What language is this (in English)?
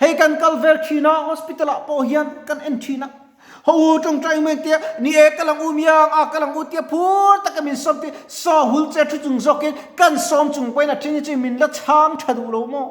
Mizo